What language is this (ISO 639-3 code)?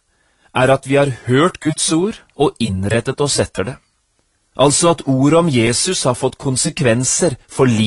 nor